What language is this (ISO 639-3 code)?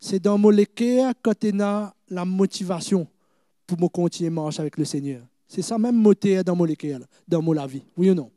mfe